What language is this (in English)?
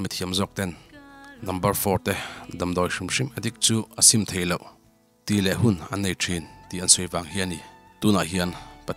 Mizo